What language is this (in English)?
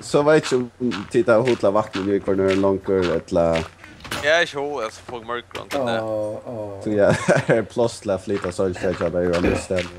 Faroese